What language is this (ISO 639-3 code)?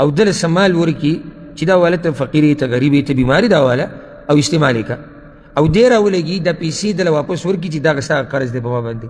pus